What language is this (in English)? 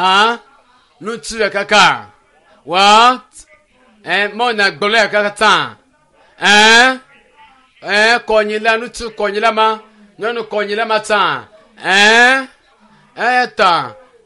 Ewe